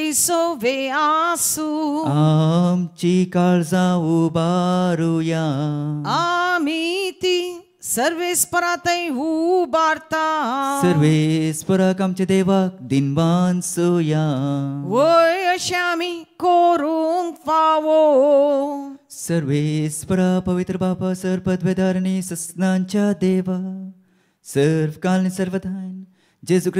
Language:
Konkani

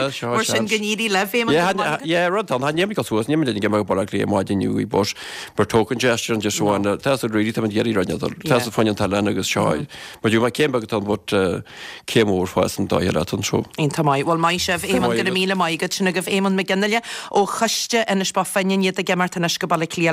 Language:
Irish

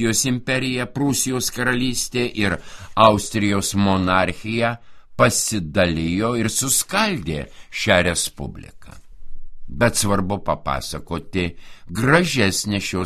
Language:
Lithuanian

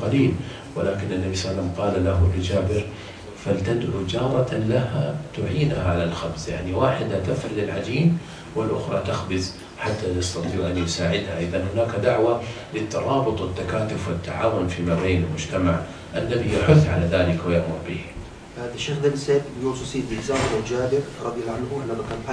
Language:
Arabic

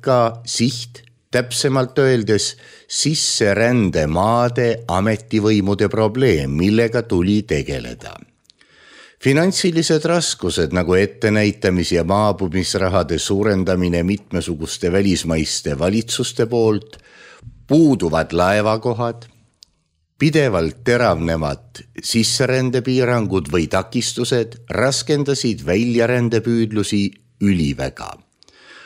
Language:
Estonian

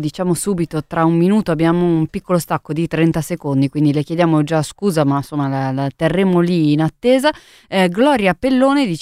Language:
Italian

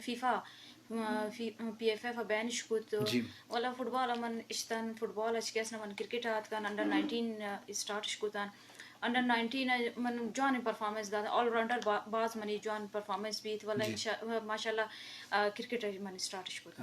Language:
Eastern Balochi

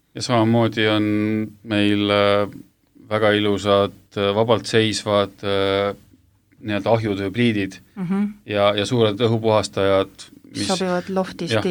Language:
Estonian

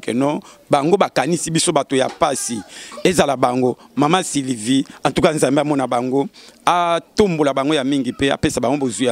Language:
Lingala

